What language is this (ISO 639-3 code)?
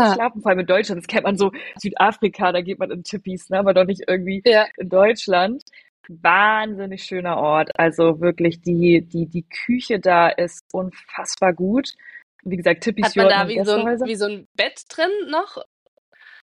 deu